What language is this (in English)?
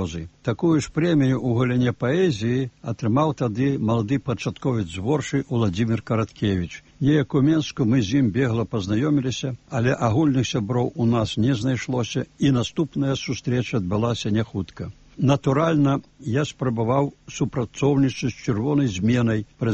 Belarusian